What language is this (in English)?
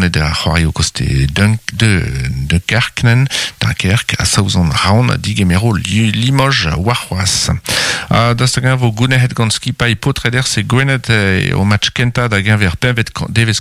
Breton